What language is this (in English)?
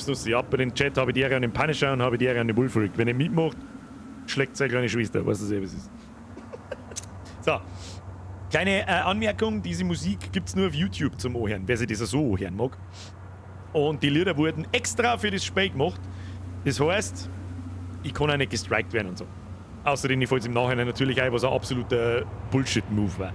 Bavarian